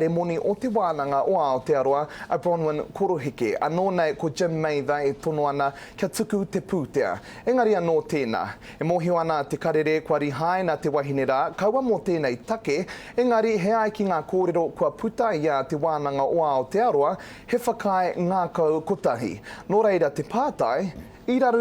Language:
Māori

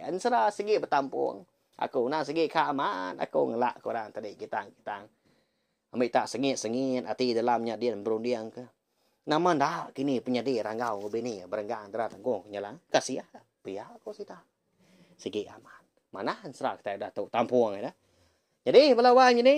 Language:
Iban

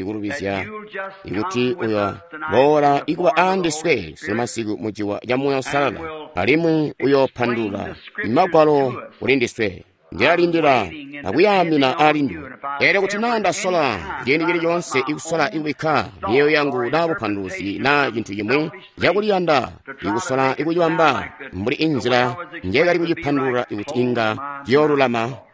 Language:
Tonga (Zambia)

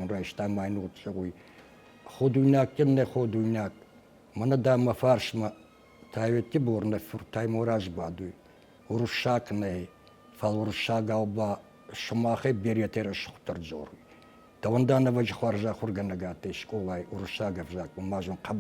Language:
Ossetic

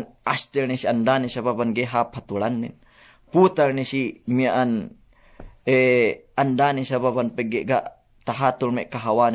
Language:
Yakan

